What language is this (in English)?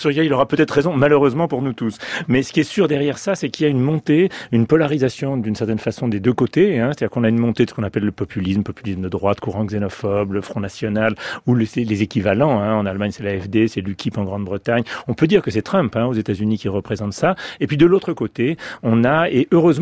French